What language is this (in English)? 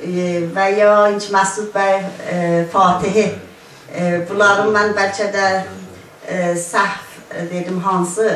South Azerbaijani